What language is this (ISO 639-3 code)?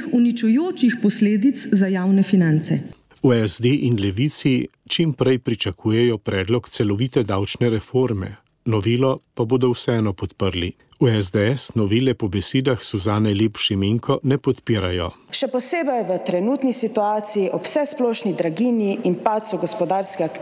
slv